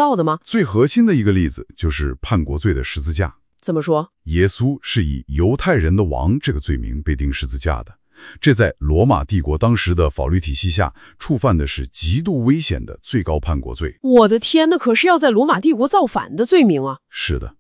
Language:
Chinese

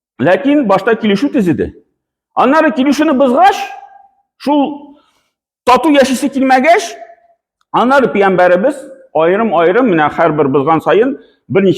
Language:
Tatar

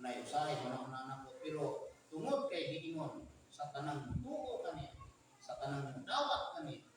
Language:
Cebuano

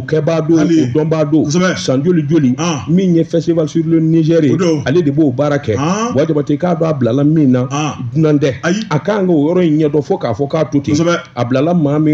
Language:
Bambara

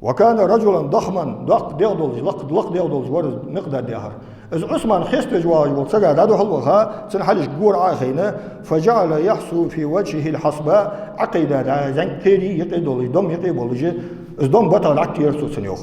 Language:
Ingush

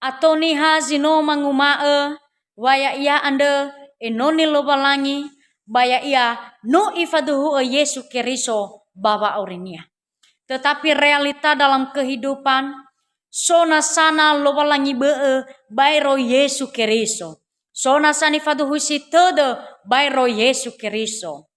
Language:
Nias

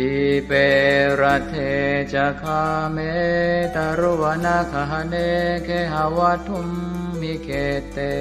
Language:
Pali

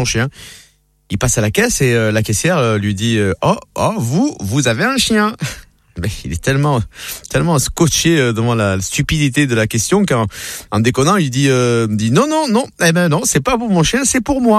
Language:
French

